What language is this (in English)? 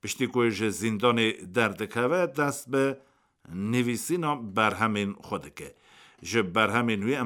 Kurdish